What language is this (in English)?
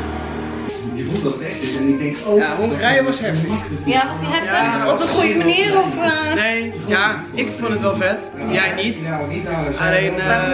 Dutch